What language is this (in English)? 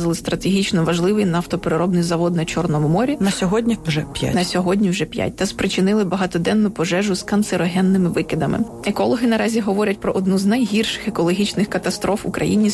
Ukrainian